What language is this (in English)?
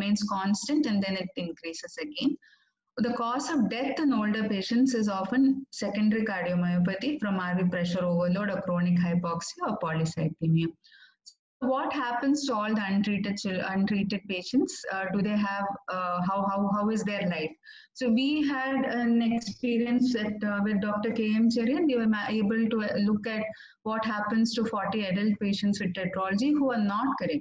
English